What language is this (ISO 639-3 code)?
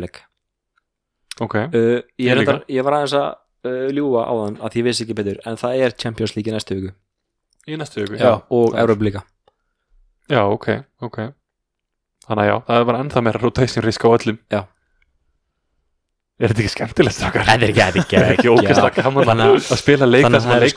isl